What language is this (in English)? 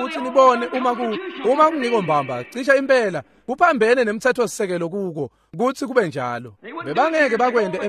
Swati